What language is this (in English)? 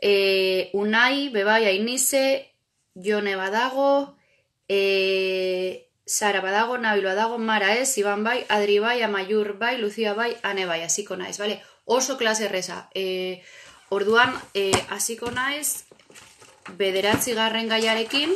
Basque